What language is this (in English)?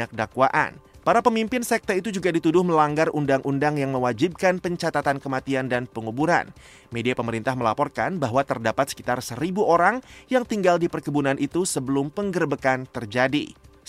Indonesian